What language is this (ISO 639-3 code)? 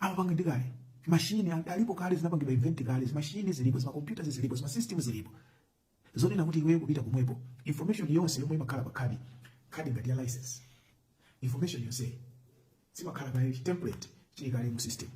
nya